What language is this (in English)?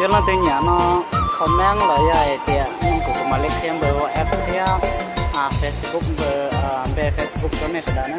Hmong